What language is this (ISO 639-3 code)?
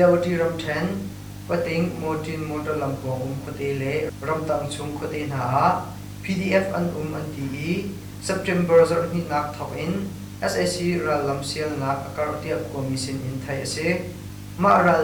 cnh